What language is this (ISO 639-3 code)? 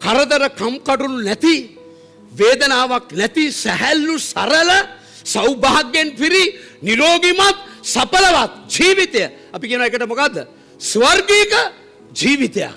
sin